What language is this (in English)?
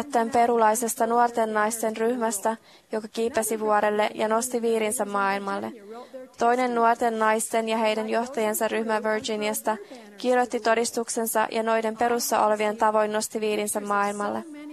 Finnish